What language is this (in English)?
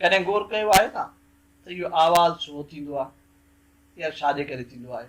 Sindhi